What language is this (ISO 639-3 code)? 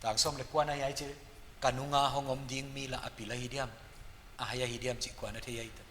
pck